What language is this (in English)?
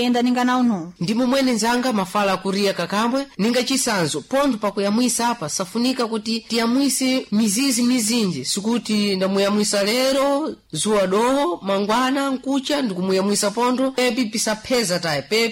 Sena